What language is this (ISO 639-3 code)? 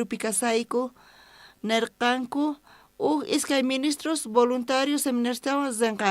quh